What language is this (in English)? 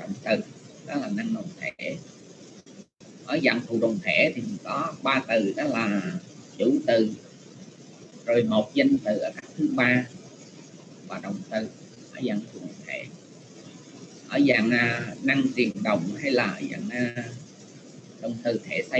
Vietnamese